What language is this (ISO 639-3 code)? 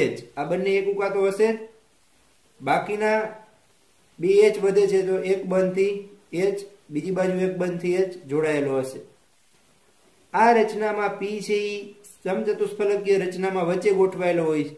guj